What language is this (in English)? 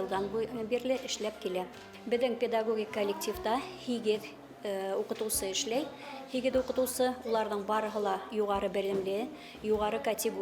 Bashkir